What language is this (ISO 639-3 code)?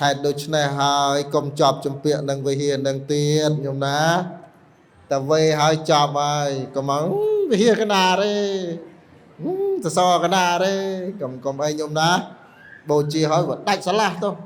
khm